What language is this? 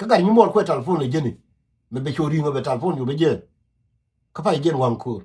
Nuer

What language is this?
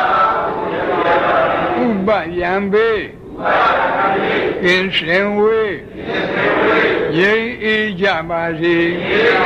Burmese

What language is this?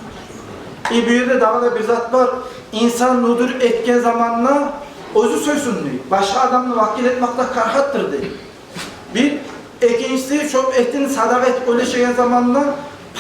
Kumyk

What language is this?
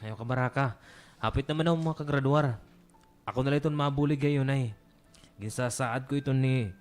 Waray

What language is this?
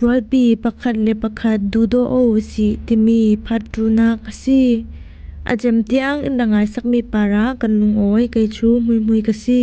Falam Chin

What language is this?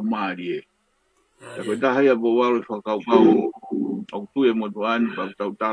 Tongan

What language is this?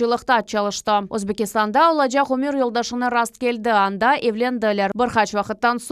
Crimean Tatar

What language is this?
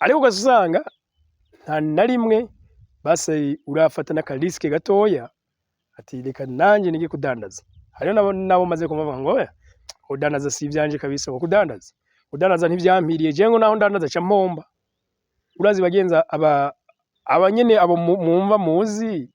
Rundi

